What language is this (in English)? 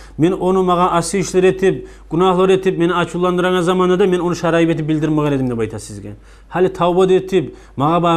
Kumyk